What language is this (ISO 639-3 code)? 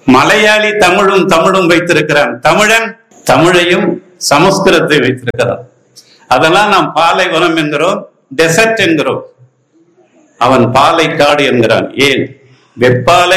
tam